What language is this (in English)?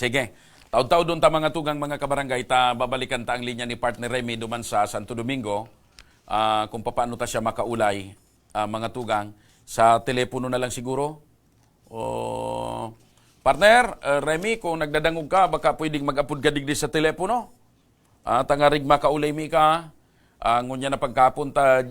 Bikol